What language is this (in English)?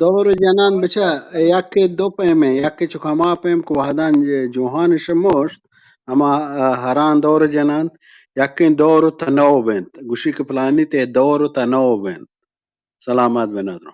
Eastern Balochi